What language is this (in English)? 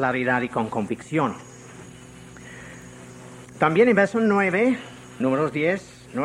Spanish